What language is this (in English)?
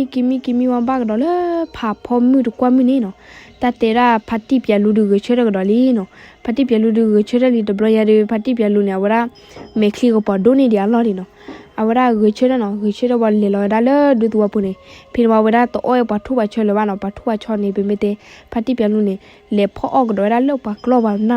S'gaw Karen